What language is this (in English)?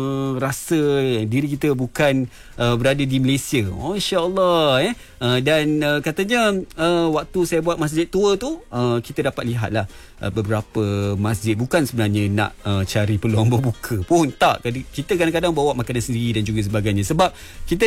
Malay